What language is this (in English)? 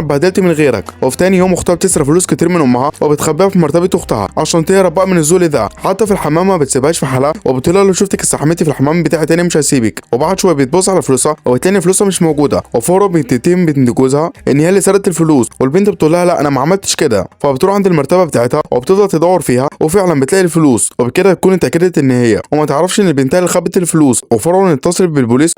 Egyptian Arabic